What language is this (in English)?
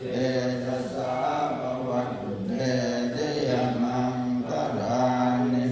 Pali